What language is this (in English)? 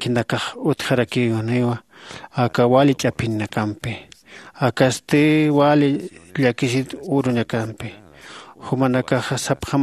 Aymara